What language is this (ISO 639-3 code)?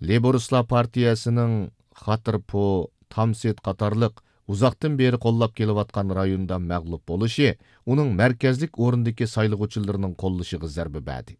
uig